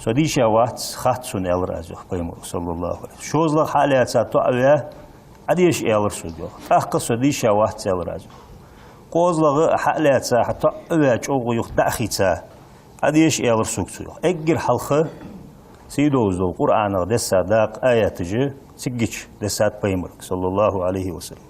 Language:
Ingush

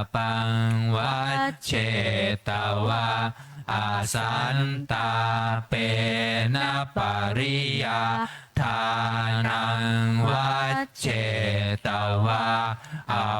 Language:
Pali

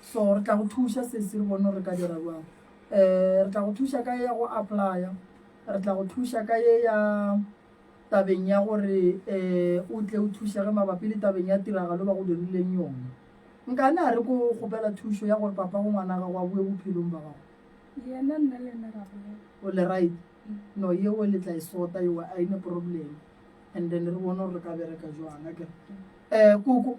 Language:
Northern Sotho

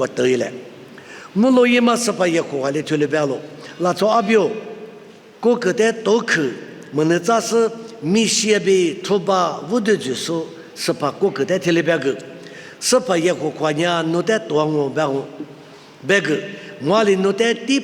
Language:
Lisu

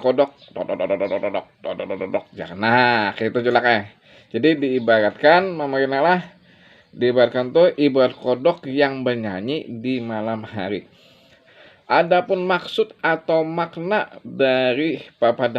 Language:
Banjar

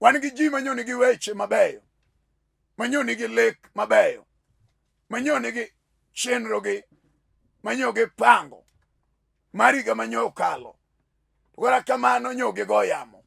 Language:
Luo (Kenya and Tanzania)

